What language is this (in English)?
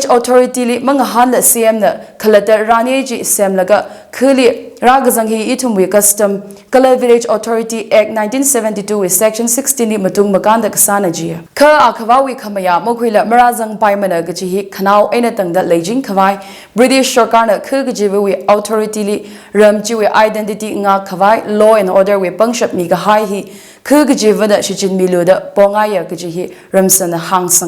Tangkhul Naga (India)